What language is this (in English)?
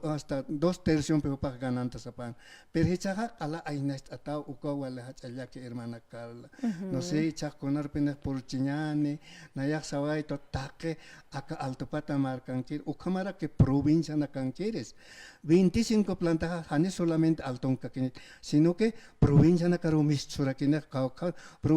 Aymara